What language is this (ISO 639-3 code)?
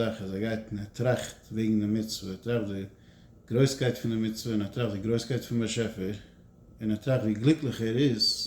yid